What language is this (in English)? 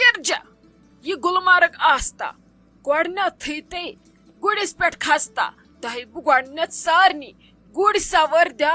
Kashmiri